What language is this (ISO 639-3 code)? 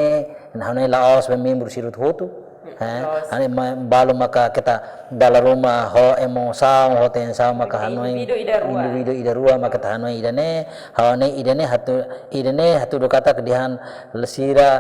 tet